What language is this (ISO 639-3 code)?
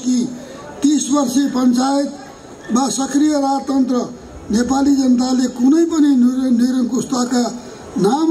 nep